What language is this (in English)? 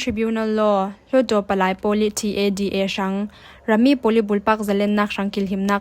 Falam Chin